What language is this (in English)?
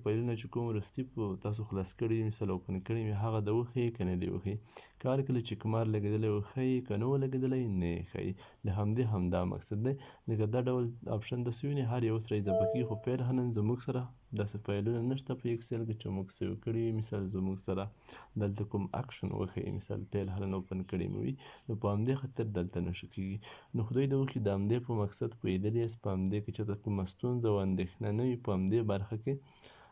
Pashto